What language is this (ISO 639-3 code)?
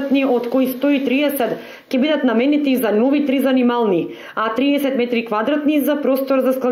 mkd